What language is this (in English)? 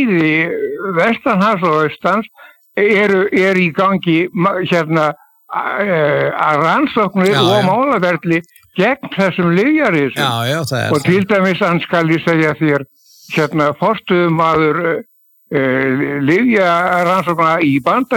Icelandic